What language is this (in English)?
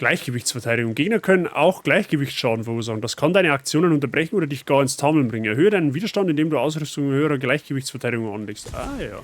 Bavarian